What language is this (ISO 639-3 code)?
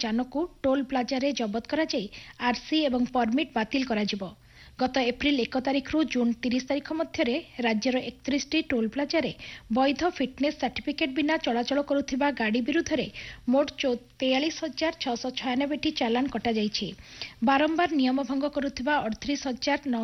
ori